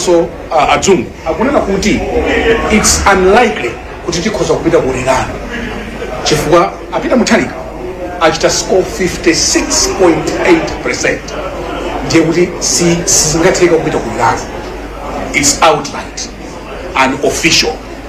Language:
Nyanja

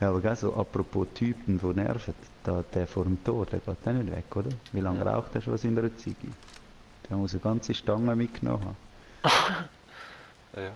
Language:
Swiss German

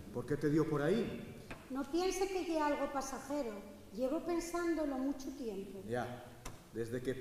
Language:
Asturian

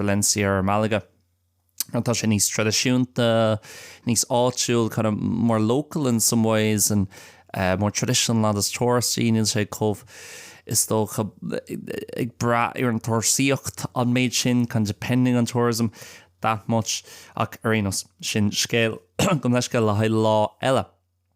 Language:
Irish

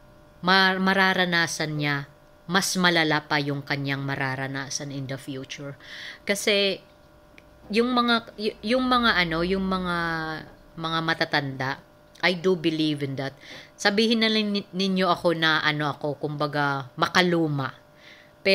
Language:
Filipino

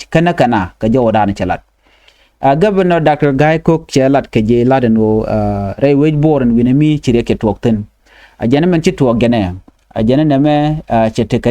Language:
Nuer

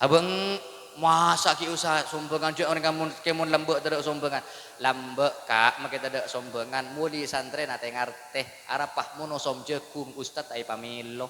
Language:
Madurese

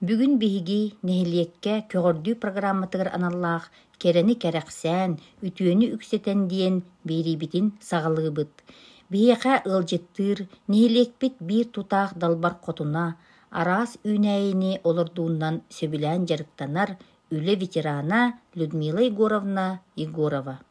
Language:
Yakut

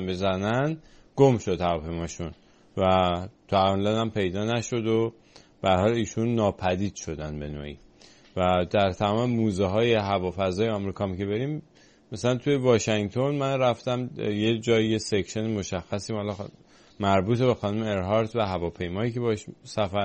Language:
Persian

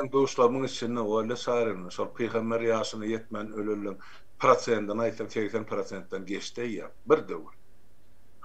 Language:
Turkmen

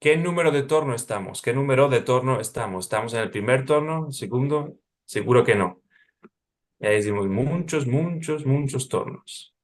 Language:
Ladino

